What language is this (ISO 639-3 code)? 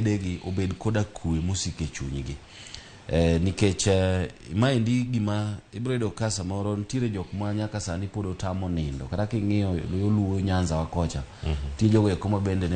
luo